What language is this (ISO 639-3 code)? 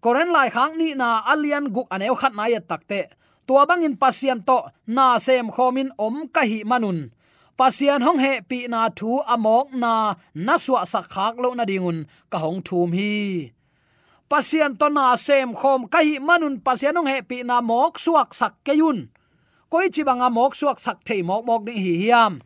ctd